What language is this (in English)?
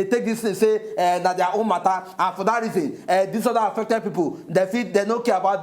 Nigerian Pidgin